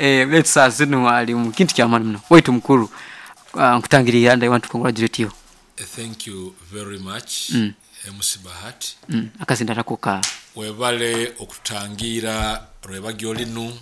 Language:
Nyoro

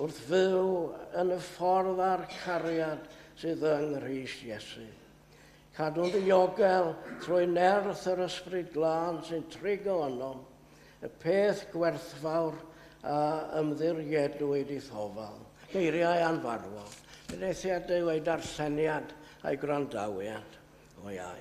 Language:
Welsh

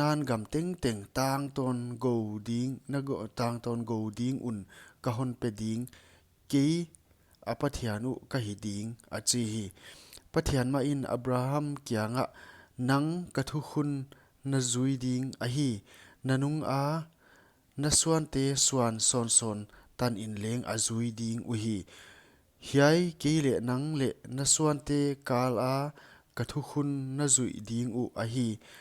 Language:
Paite Chin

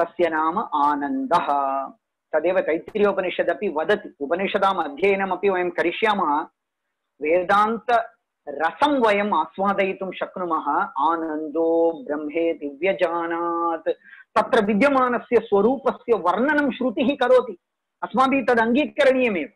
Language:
Sanskrit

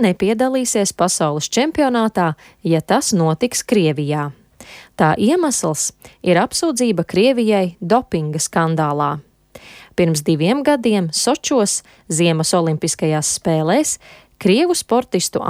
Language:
Latvian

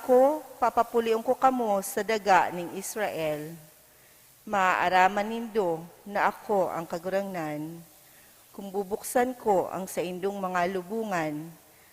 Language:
Bikol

